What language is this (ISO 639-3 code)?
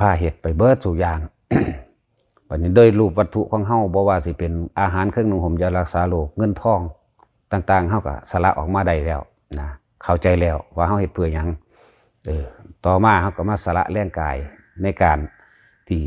lao